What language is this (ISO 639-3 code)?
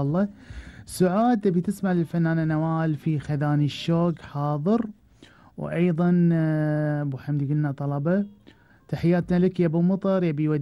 afb